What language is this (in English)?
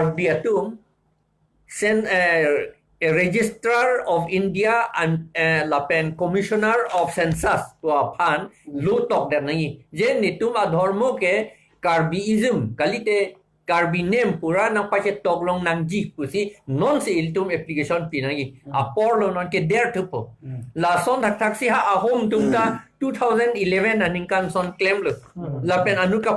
Karbi